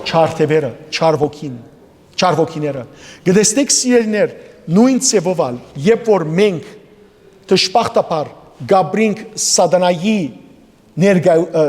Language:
Western Armenian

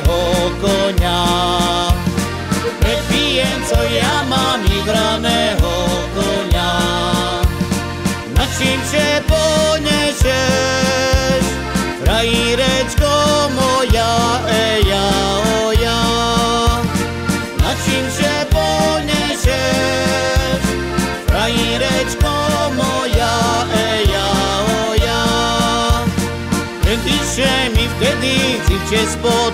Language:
Slovak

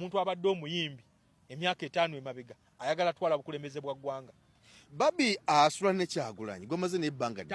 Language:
Ganda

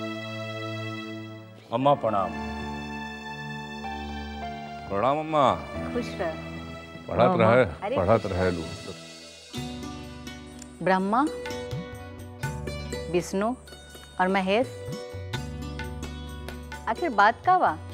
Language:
Bhojpuri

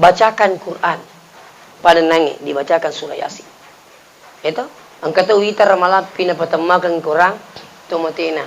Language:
Buginese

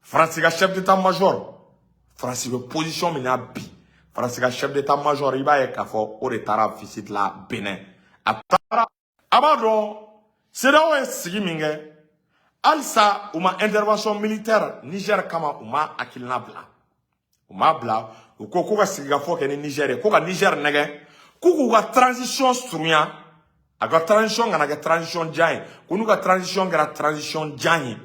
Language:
Bambara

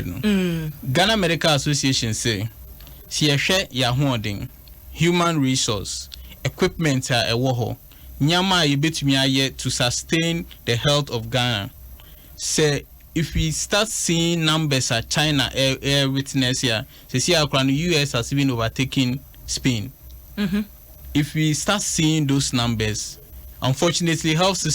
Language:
Akan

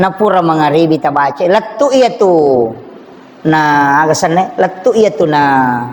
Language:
Buginese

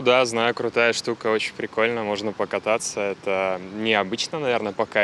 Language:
Russian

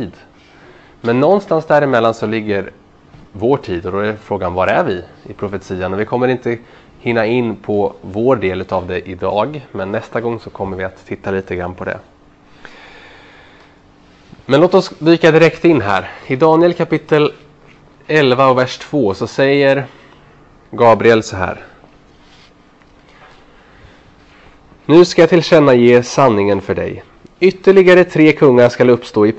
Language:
Swedish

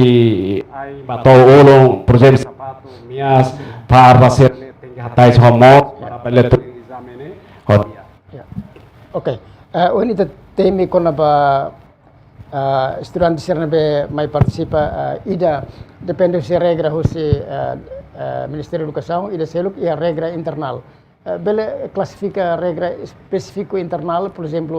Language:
Tetum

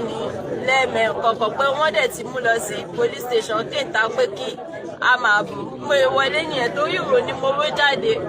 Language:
Yoruba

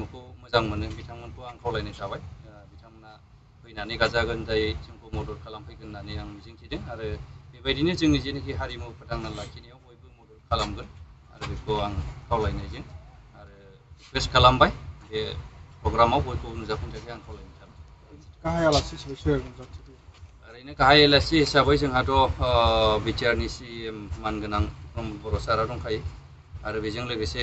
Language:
Bodo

